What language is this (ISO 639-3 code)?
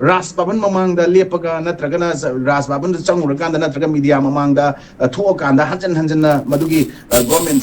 mni